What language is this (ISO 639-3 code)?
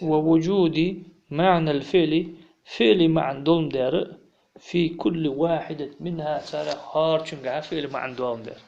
inh